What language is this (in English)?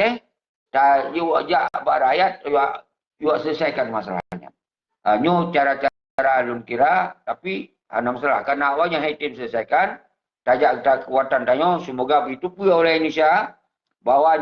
Achinese